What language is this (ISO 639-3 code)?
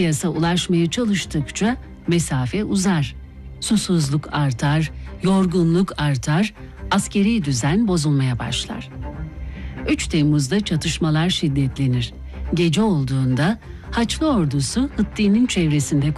tur